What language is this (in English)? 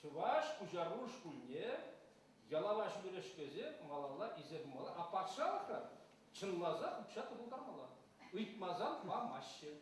Chuvash